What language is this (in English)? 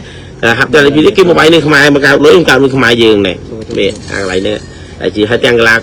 Khmer